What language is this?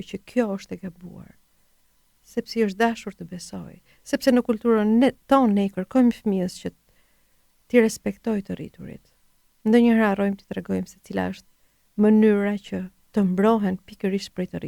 Albanian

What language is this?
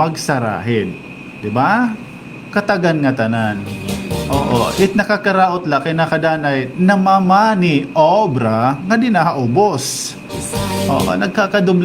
Waray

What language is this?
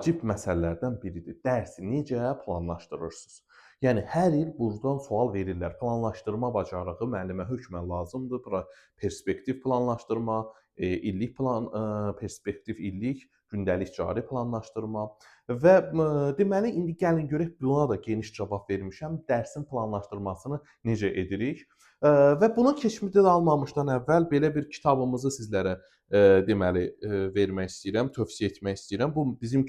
Azerbaijani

